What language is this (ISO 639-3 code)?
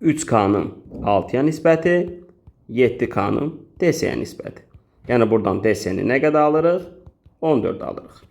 aze